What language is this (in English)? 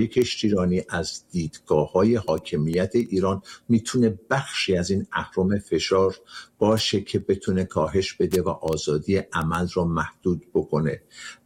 Persian